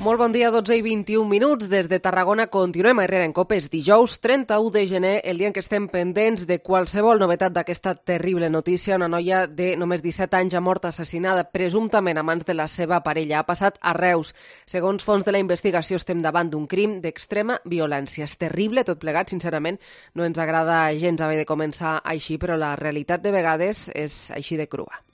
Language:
Catalan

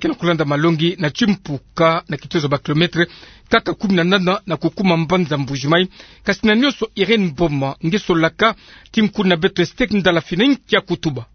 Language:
Kituba (Democratic Republic of Congo)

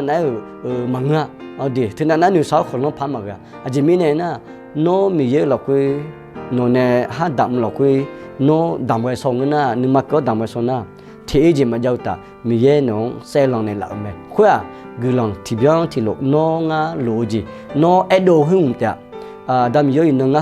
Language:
Akha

